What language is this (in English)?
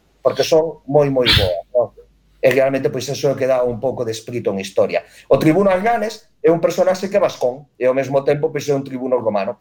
Galician